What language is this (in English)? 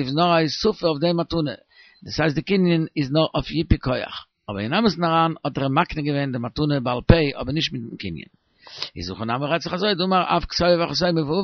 Yiddish